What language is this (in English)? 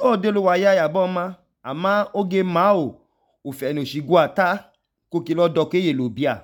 Idoma